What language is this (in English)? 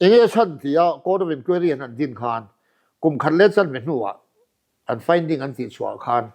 Mizo